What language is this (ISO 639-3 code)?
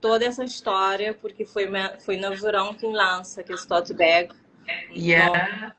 kea